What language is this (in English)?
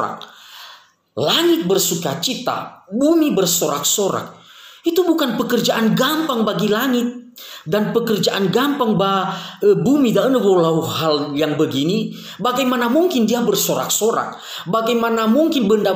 Nias